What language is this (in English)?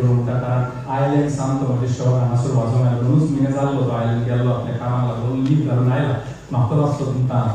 Konkani